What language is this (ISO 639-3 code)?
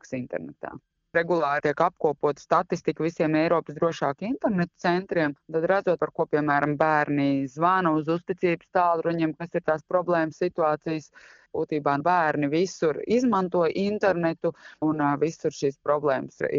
lav